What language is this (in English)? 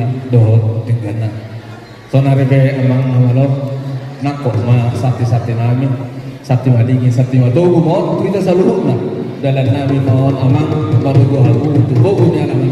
Batak Toba